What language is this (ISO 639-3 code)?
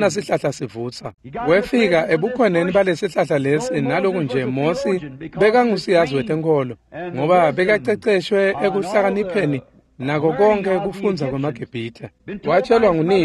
ssw